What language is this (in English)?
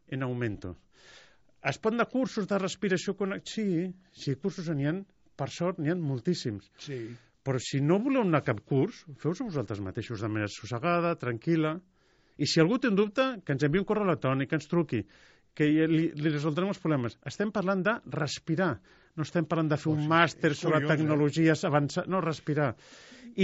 Catalan